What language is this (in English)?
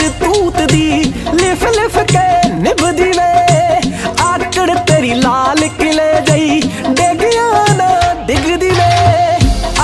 Punjabi